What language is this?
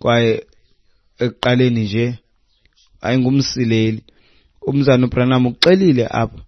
Xhosa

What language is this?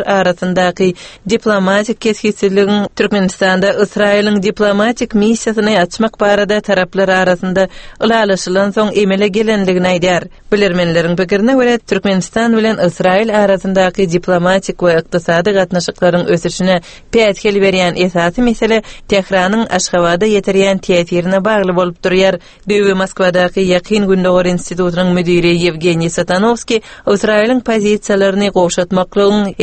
Turkmen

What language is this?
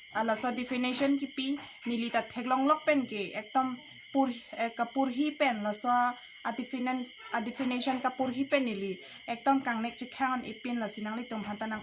Karbi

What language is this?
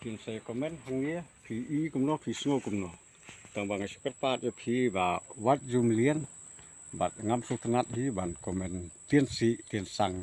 Khasi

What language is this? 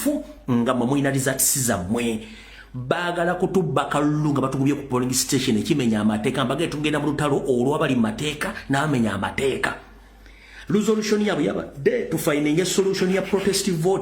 Ganda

